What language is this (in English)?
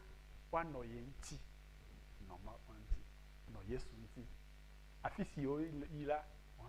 Ewe